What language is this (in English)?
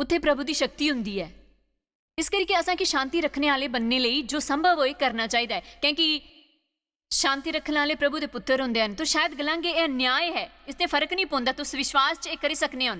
Dogri